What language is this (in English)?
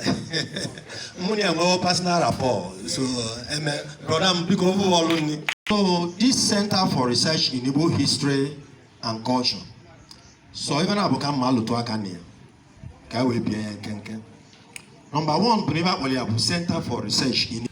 Igbo